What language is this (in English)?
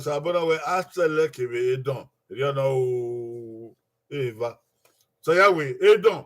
Bini